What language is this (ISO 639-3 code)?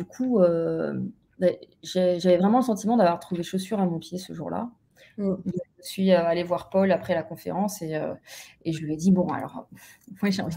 fra